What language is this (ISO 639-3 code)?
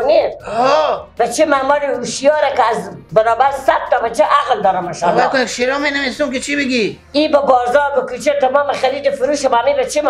fas